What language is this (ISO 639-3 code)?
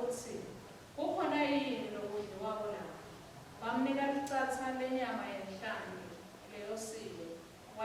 ssw